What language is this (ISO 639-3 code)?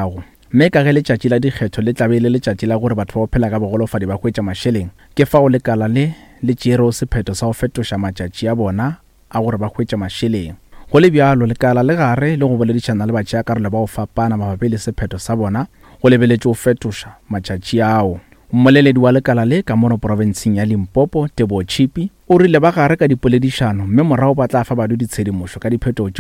nso